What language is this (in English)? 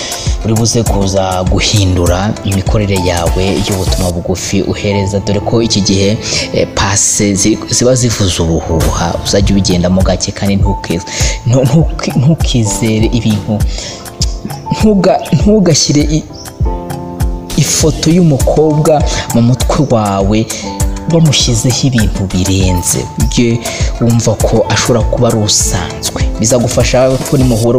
Kinyarwanda